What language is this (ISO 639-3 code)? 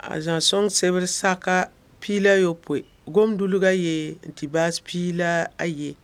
mos